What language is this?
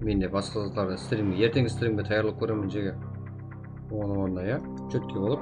Kara-Kalpak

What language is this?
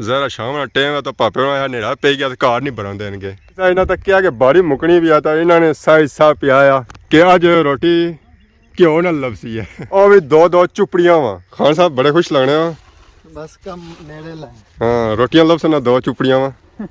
Pahari-Potwari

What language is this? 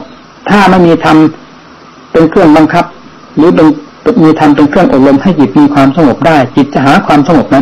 Thai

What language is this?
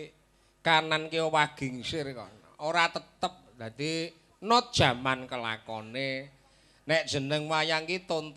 Javanese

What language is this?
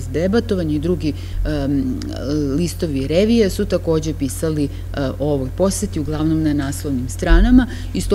Serbian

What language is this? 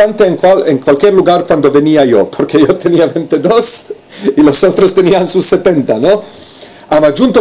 Ladino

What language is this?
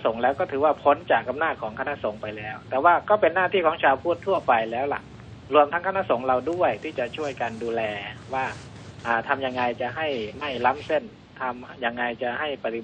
Thai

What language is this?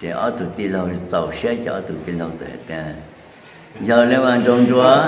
Hmong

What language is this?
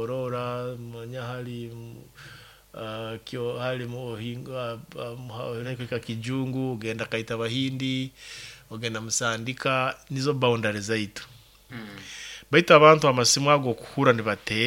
Nyoro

